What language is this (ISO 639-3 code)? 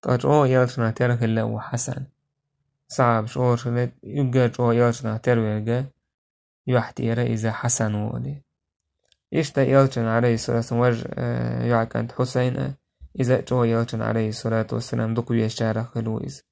che